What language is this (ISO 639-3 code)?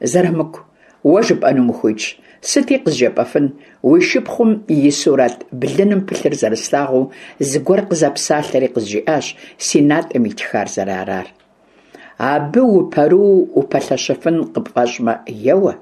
kbd